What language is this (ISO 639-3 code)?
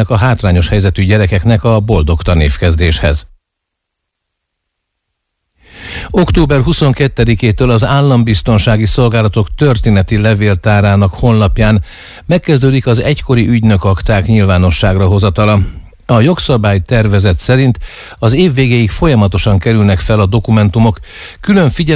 hun